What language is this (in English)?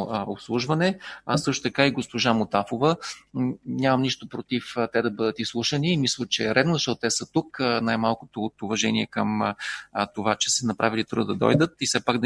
Bulgarian